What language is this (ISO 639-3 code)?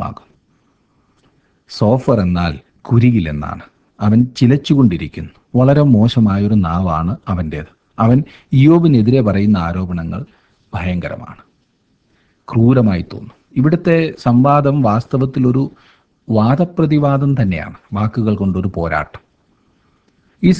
mal